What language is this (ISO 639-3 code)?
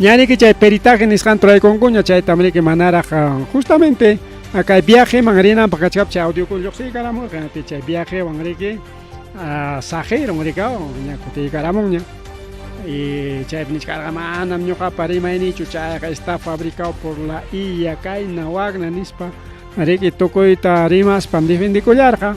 quy